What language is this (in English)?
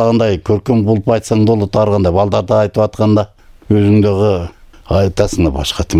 Kyrgyz